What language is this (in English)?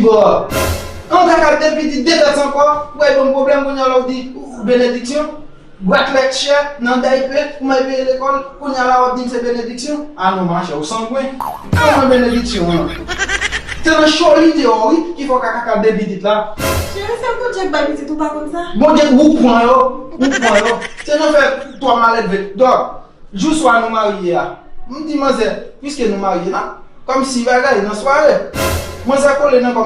Haitian Creole